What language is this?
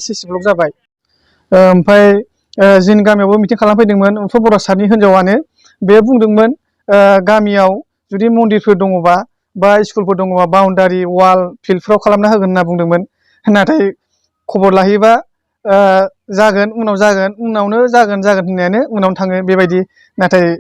Bodo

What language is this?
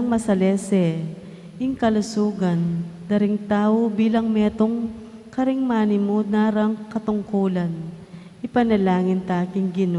Pampanga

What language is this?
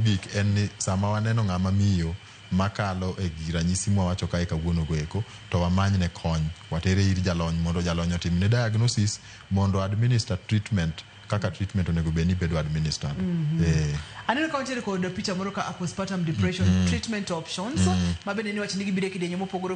Luo (Kenya and Tanzania)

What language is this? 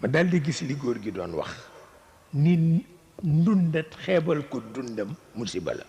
Wolof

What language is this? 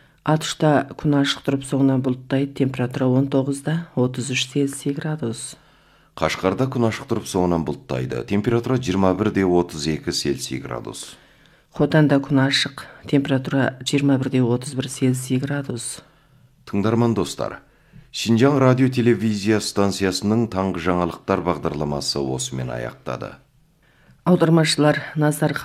Kazakh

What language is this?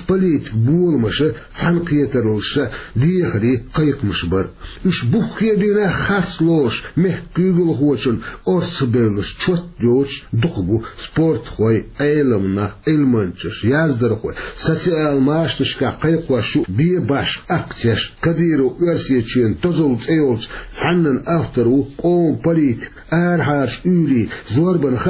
Chechen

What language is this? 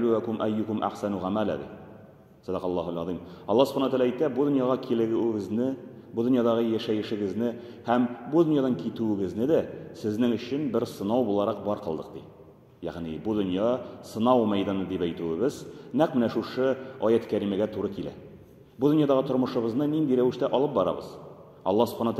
Tatar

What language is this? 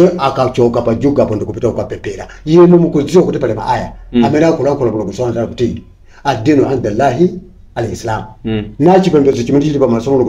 Nyanja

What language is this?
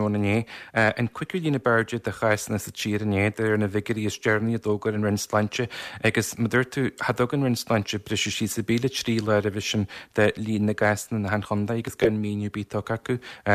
Irish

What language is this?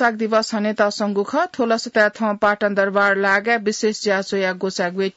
Newari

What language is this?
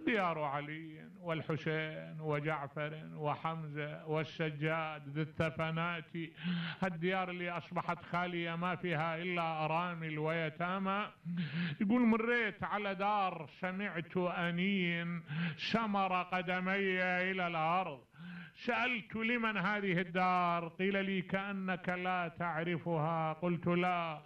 Mesopotamian Arabic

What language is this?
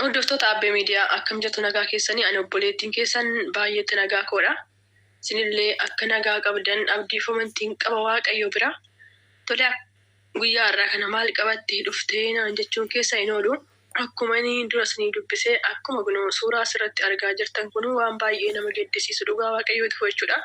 Oromo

